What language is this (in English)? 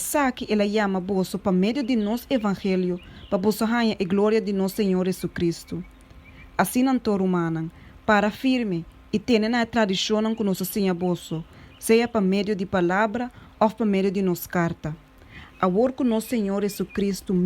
Papiamento